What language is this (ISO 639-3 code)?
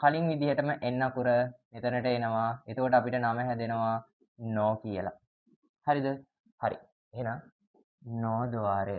sin